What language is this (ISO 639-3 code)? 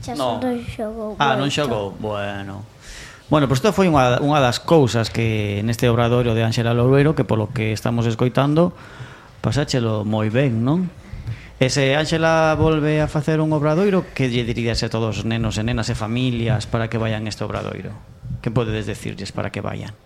glg